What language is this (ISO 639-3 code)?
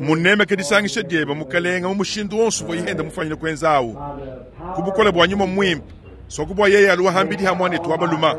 lua